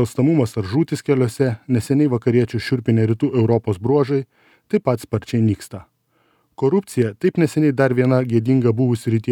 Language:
Lithuanian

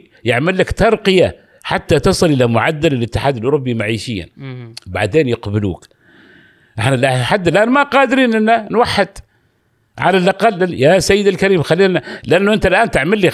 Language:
Gulf Arabic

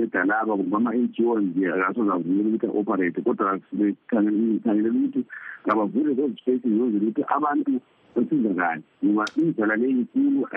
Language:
North Ndebele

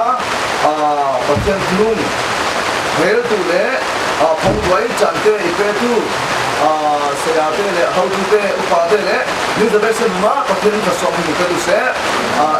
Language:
Falam Chin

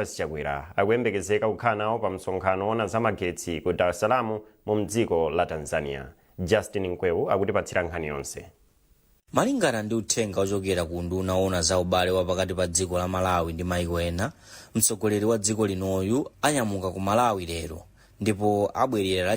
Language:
Nyanja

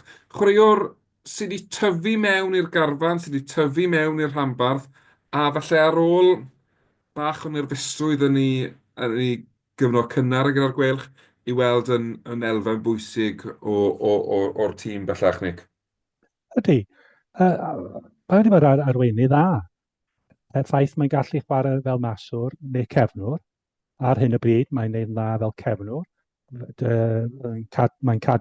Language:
Welsh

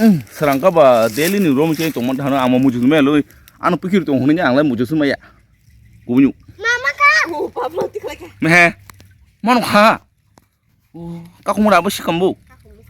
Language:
Kok Borok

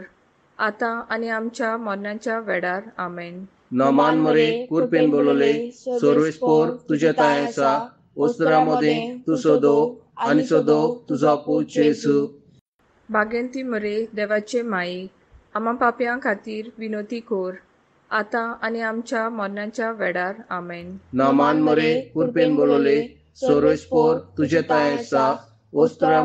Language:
Konkani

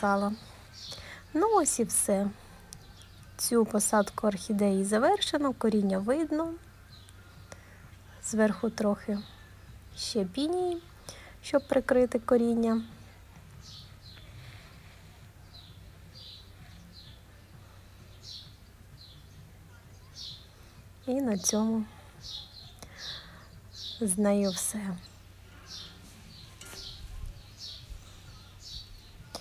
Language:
Ukrainian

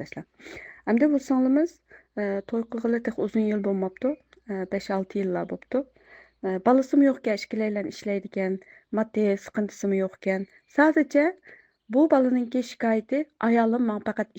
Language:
Uyghur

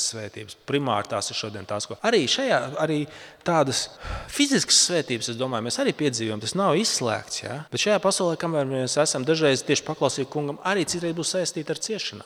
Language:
Latvian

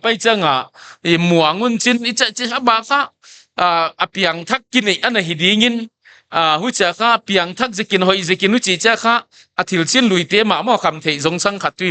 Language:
Paite Chin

